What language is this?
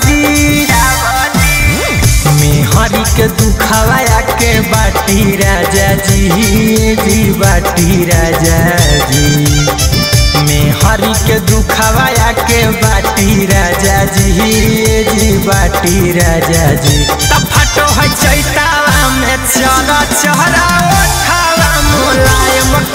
Bhojpuri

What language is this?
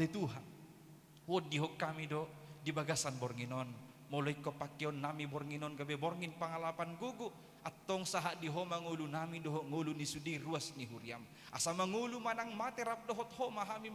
Batak Toba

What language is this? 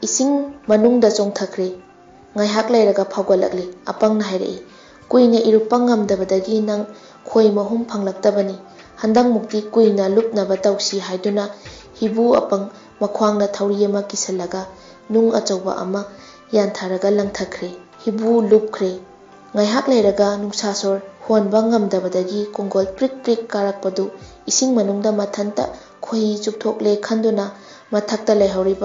Manipuri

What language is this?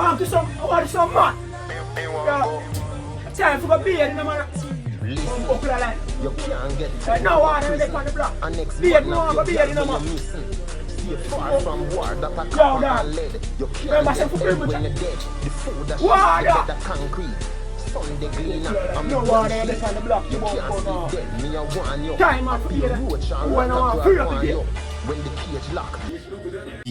Jamaican Creole English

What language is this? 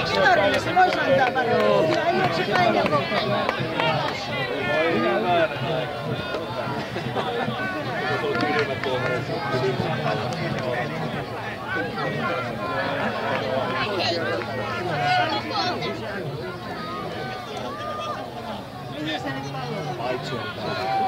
Finnish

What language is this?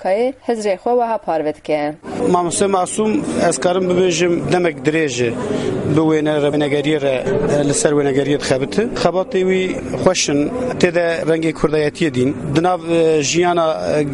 Kurdish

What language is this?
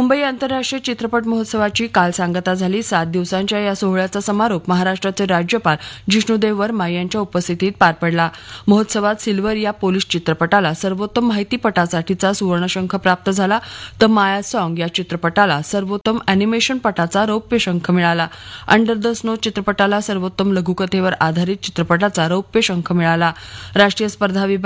Marathi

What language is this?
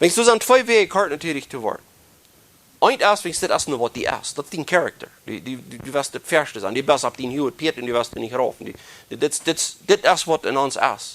Plautdietsch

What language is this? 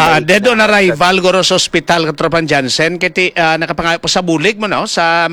Hiligaynon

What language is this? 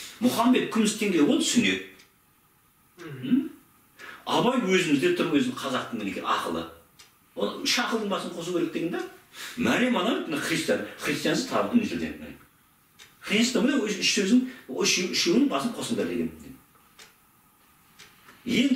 Kazakh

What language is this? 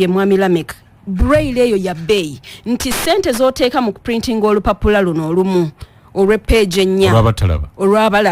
Ganda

